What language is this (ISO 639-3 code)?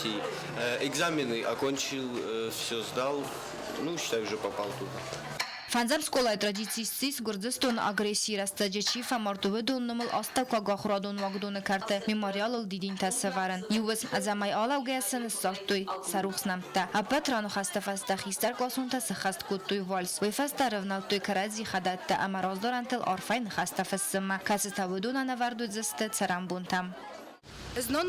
oss